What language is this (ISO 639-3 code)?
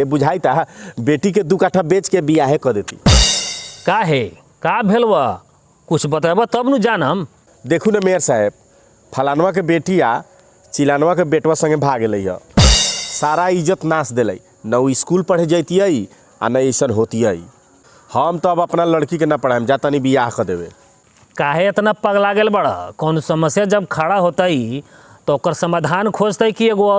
bho